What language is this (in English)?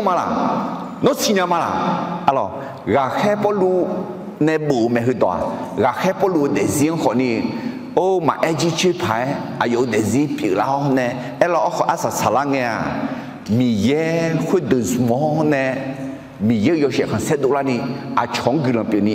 Akha